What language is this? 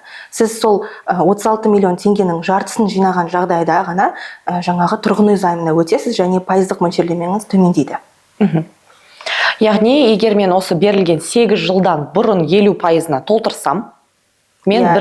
Kazakh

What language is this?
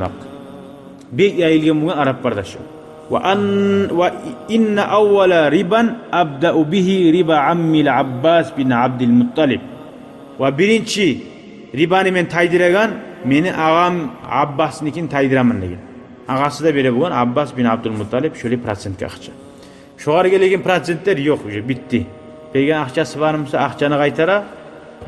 Kumyk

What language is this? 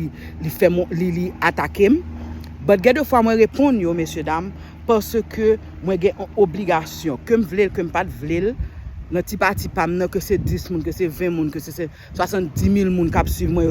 Haitian Creole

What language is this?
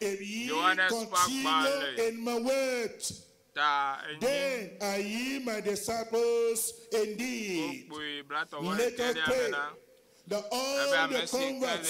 Ewe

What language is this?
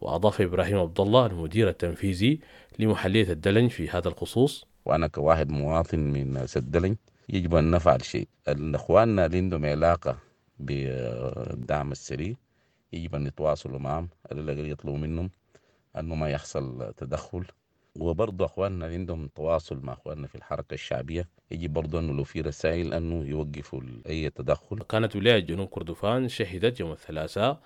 Sudanese Arabic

